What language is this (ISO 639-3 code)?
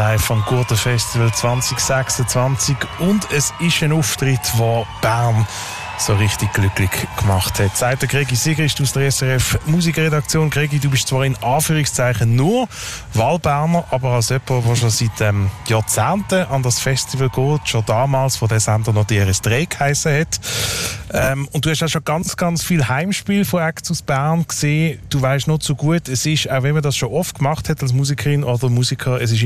gsw